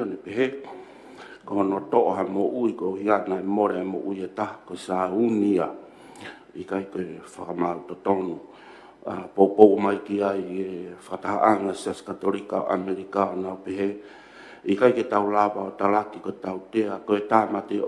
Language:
Tongan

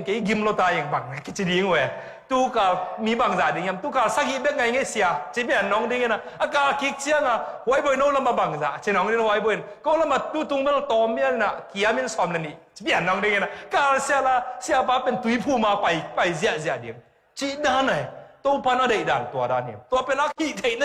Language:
Tedim Chin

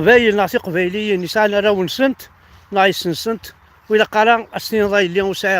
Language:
Kabyle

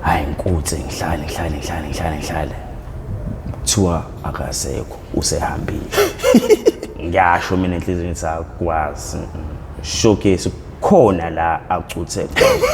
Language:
Zulu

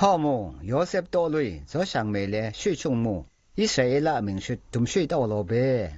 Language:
Zaiwa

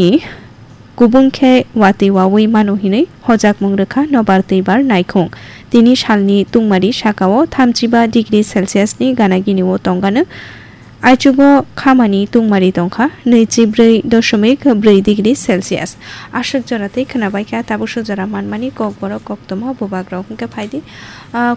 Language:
Kok Borok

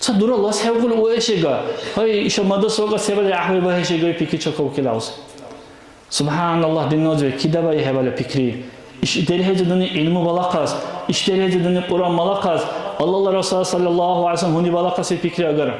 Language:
Dargwa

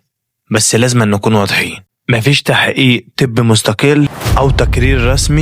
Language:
Egyptian Arabic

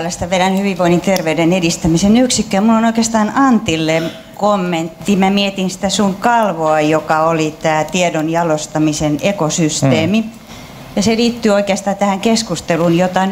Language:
Finnish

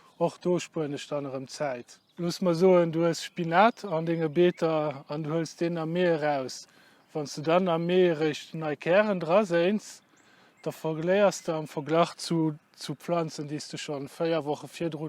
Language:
Luxembourgish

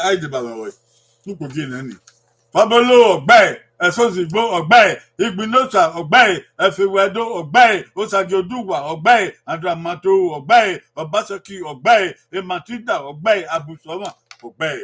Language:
Bini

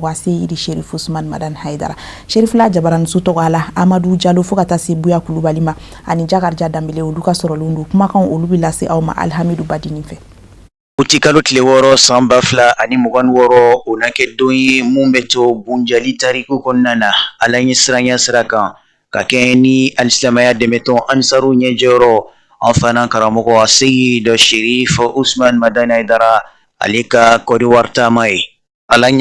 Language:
Bambara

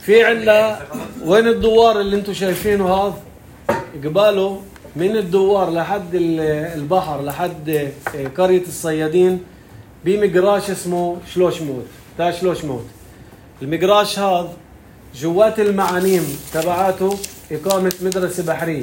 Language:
North Levantine Arabic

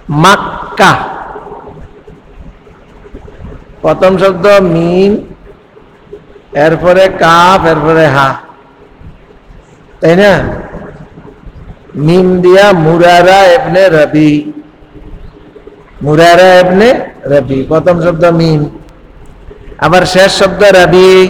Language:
Bangla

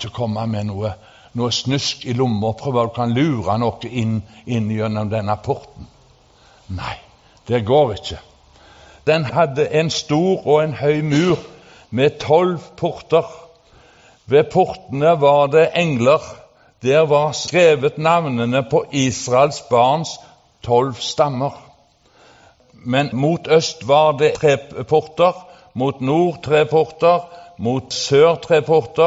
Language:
Norwegian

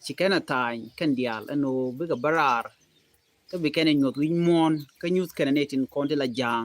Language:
Nuer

